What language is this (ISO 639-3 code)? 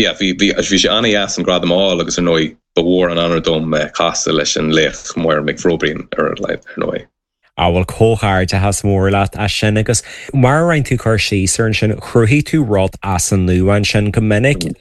gle